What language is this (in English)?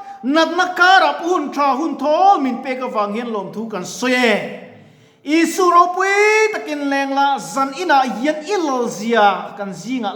Mizo